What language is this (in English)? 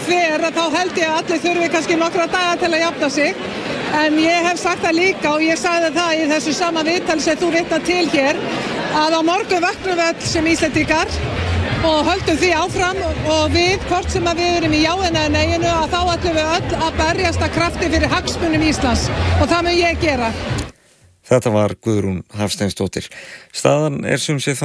Icelandic